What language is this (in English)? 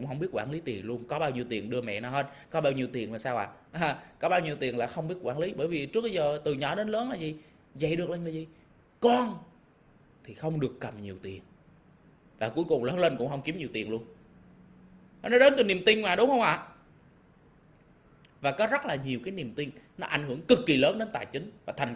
Vietnamese